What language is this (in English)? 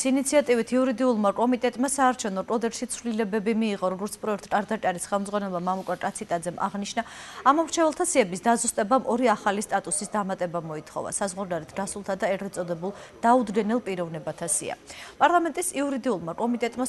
Georgian